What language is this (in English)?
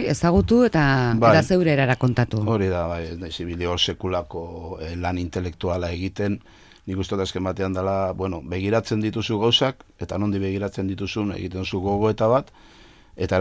Basque